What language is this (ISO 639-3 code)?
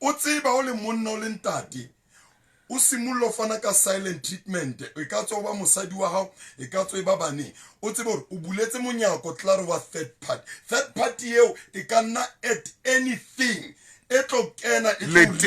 sot